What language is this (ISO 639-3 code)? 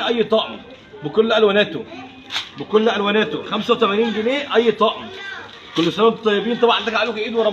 arz